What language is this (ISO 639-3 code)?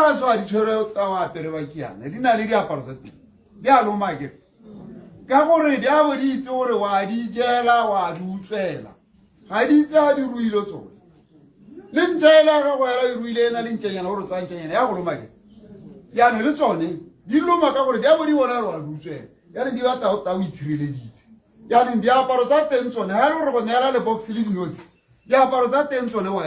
tsn